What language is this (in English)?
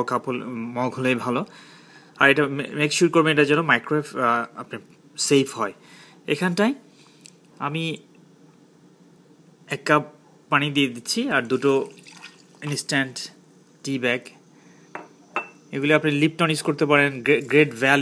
Bangla